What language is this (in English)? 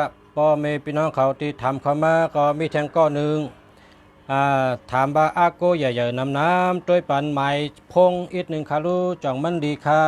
Shan